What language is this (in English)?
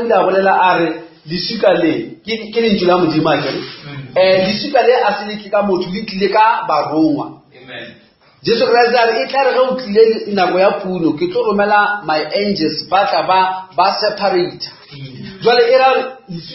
Northern Sotho